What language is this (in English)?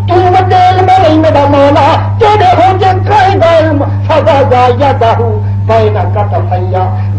Saraiki